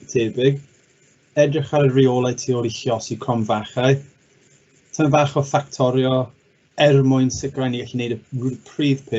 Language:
Welsh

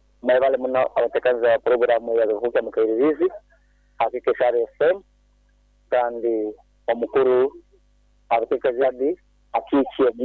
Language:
Nyoro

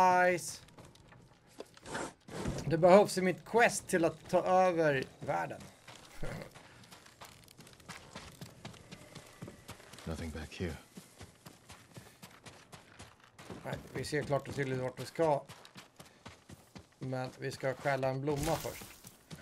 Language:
Swedish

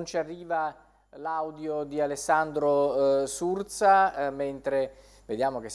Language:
Italian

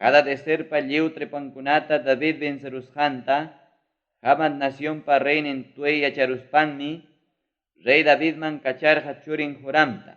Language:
Ayacucho Quechua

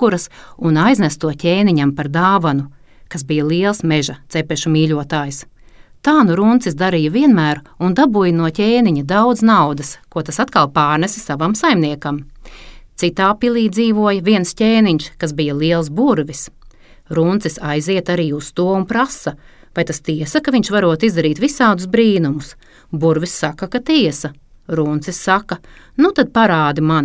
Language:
Latvian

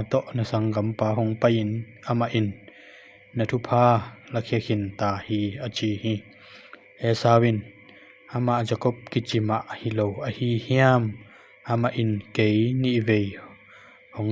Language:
Tedim Chin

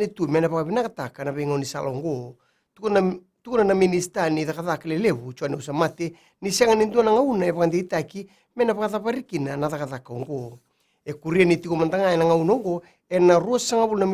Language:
Fijian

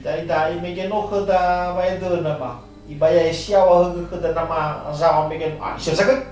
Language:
Nias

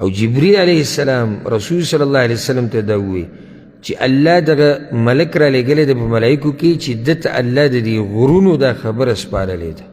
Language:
Pashto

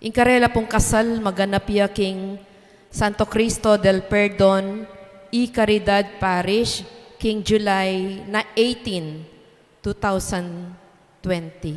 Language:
Pampanga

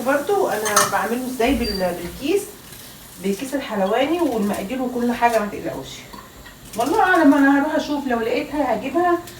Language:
Egyptian Arabic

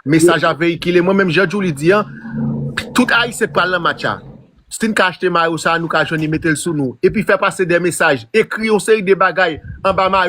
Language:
Haitian Creole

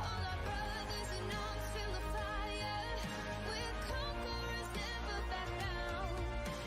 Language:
Kara-Kalpak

